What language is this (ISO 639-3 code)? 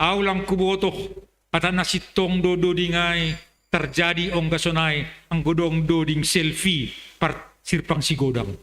bts